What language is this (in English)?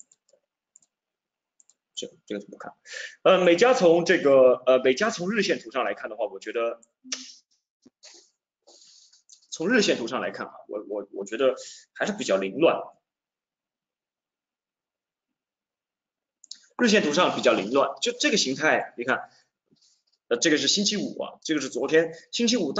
Chinese